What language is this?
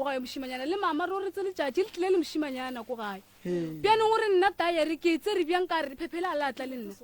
Northern Sotho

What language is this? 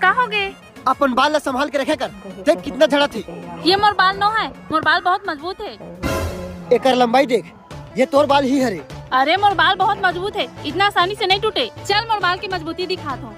Chhattisgarhi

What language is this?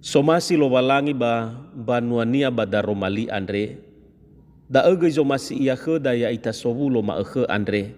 Nias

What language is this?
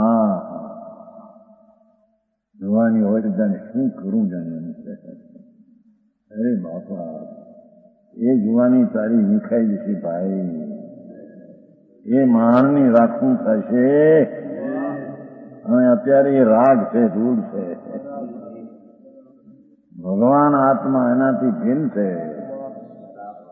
Gujarati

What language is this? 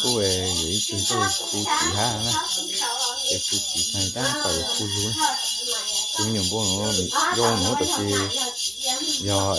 Hmong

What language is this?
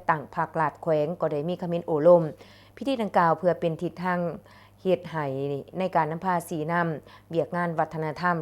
Lao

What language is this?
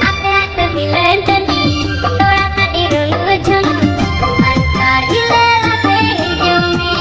Santali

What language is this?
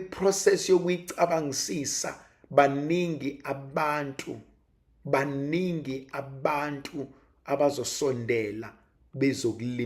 Zulu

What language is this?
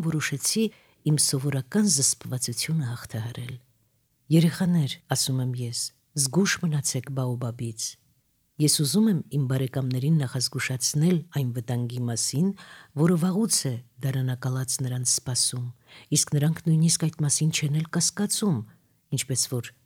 Armenian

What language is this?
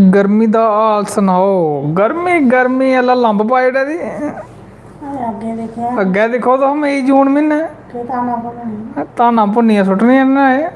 Dogri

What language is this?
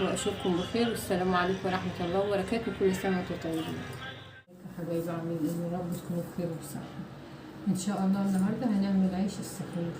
Egyptian Arabic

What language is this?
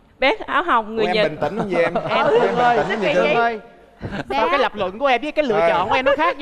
Vietnamese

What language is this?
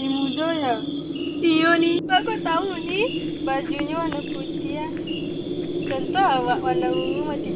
Minangkabau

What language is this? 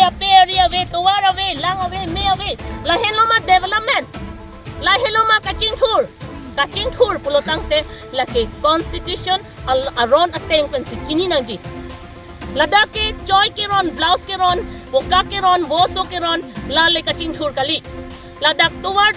Karbi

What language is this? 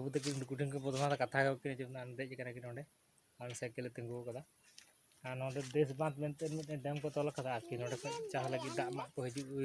Santali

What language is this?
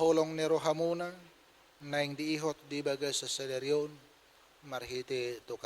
Batak Toba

